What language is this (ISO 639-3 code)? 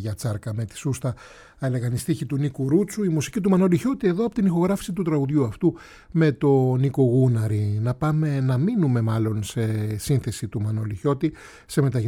ell